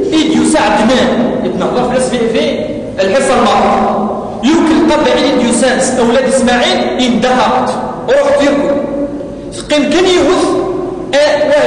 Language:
Kabyle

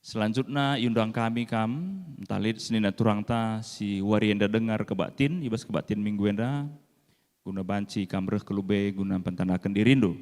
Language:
Batak Karo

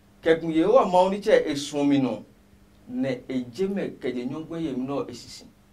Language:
Adangme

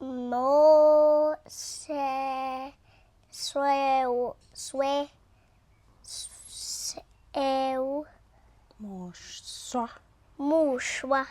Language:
Tswana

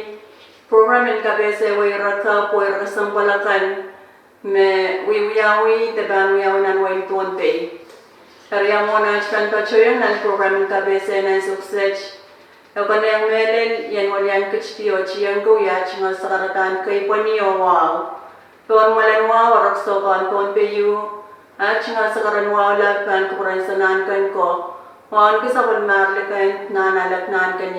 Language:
Pohnpeian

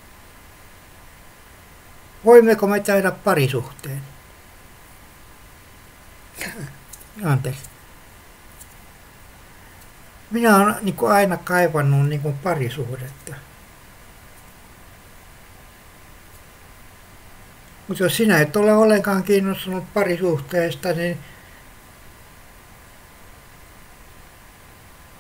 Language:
Finnish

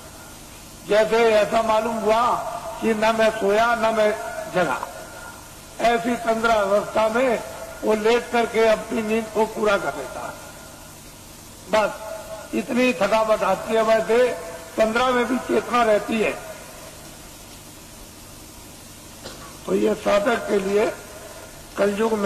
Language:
Hindi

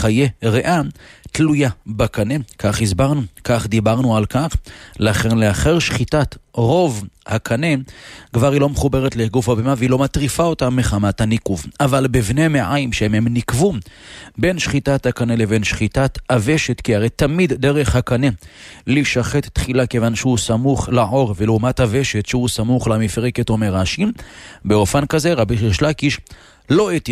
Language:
Hebrew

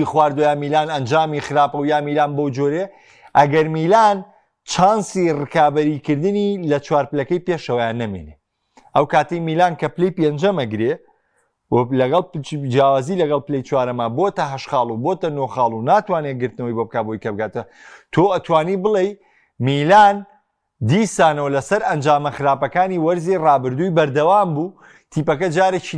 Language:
Central Kurdish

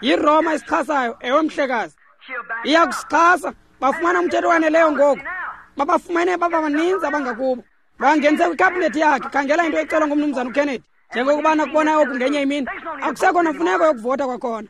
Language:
Xhosa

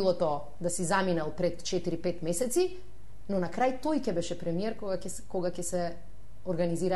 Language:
Macedonian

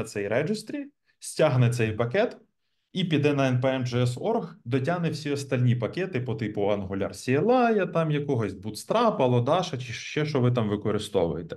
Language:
Ukrainian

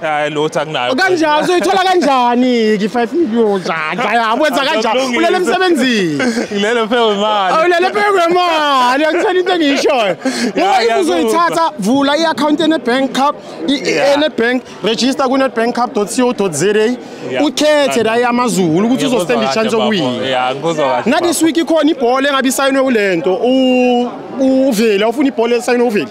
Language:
Zulu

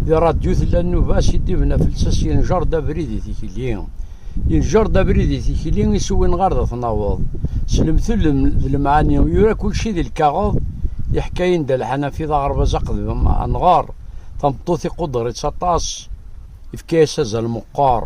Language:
Kabyle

